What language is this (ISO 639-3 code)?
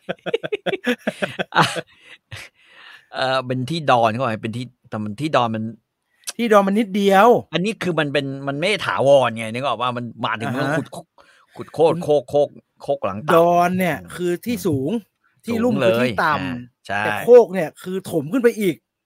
tha